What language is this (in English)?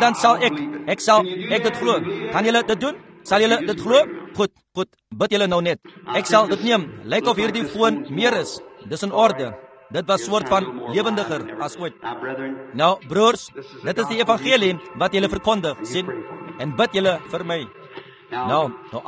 Afrikaans